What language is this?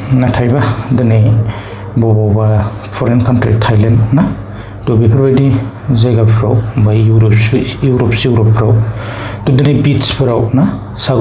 Bodo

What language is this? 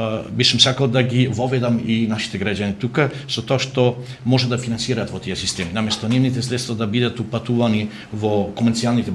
Macedonian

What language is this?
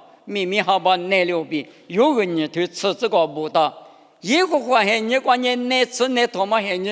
Lisu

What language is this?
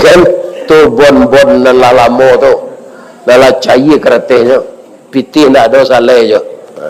Minangkabau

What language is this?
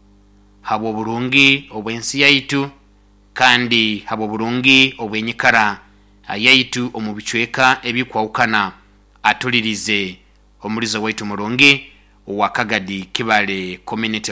Nyoro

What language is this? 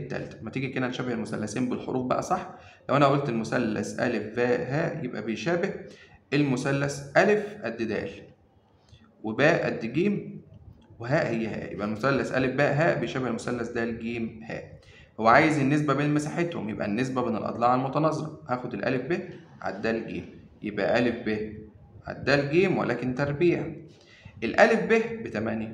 Egyptian Arabic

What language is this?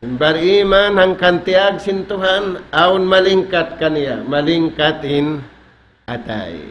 Tausug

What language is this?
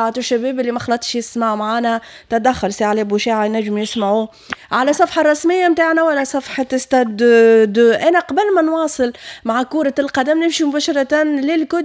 Tunisian Arabic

